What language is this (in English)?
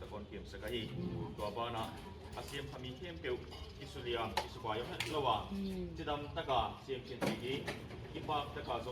Paite Chin